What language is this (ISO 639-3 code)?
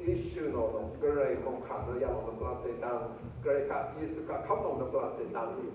raw